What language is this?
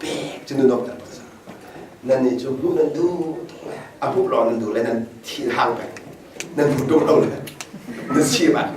Hakha Chin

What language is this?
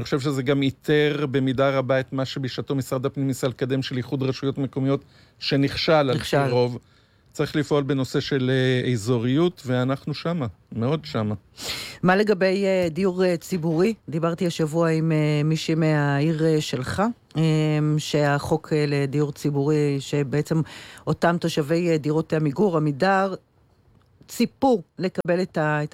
Hebrew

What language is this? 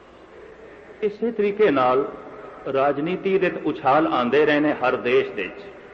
Punjabi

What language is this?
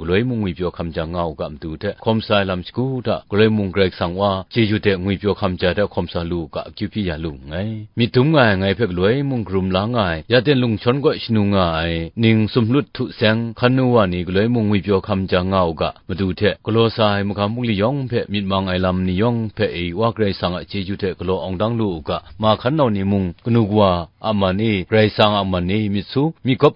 Kachin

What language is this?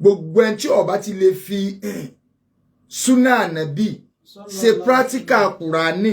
Yoruba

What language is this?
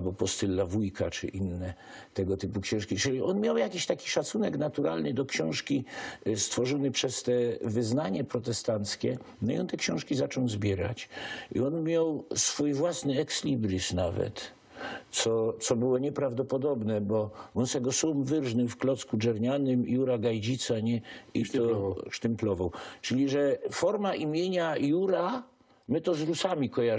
Silesian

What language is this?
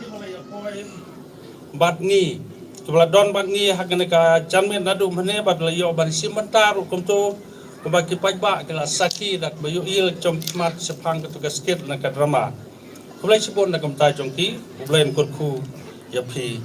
Khasi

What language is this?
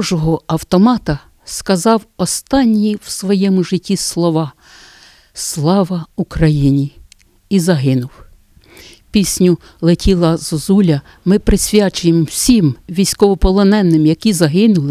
Ukrainian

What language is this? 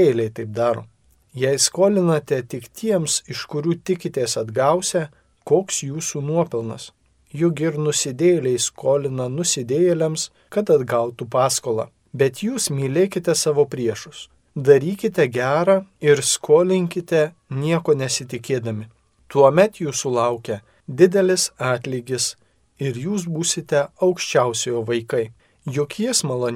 Lithuanian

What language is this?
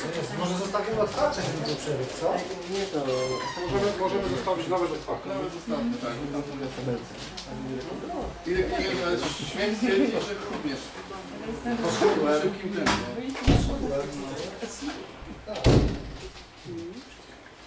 Polish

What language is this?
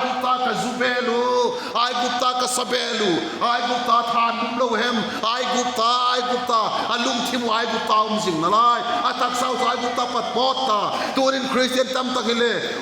Vaiphei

